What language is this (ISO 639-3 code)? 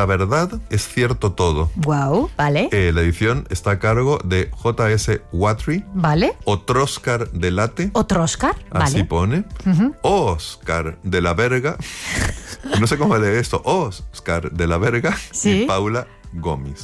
spa